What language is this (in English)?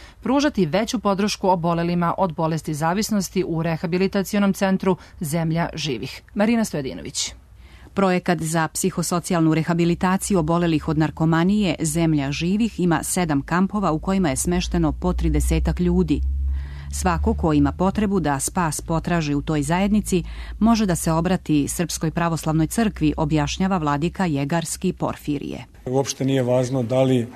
Serbian